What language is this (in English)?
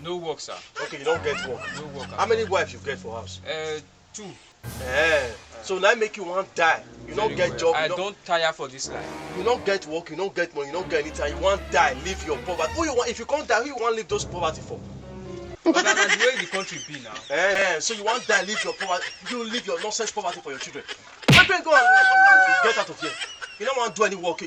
Nigerian Pidgin